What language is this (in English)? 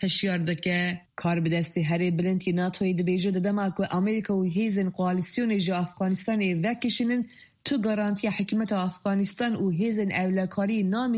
Kurdish